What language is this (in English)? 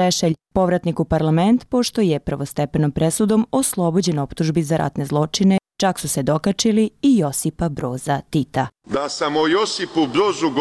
Croatian